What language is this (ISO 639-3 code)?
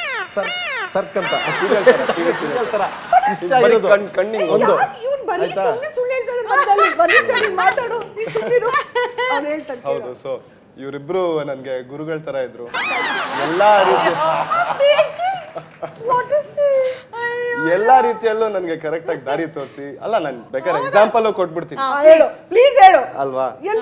kan